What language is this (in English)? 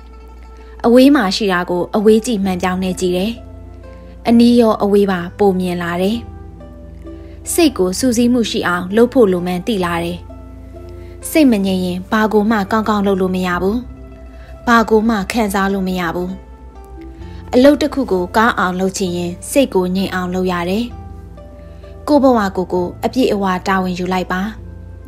Burmese